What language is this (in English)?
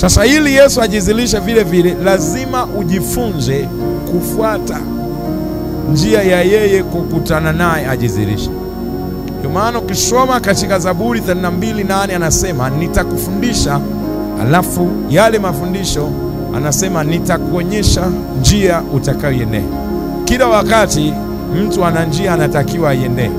Swahili